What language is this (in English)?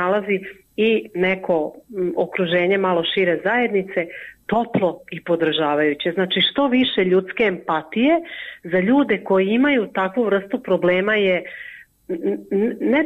Croatian